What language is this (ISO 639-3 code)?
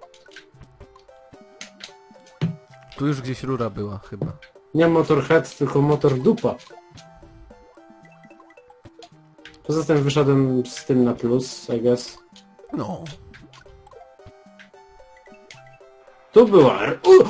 pol